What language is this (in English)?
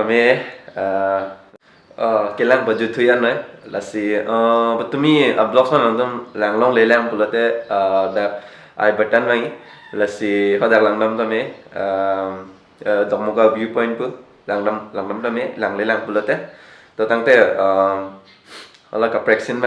Karbi